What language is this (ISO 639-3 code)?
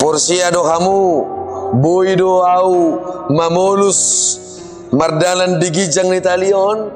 bbc